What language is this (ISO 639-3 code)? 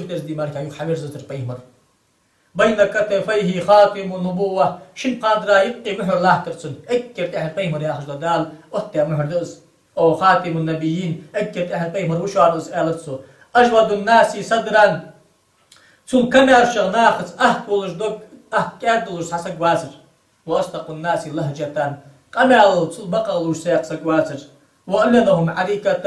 inh